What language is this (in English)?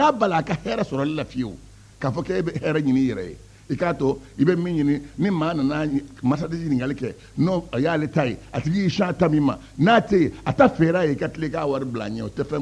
Bambara